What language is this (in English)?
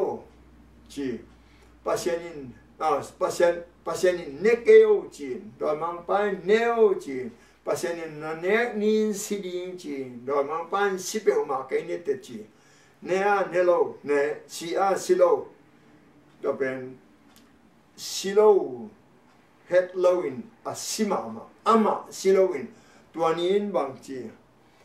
Tedim Chin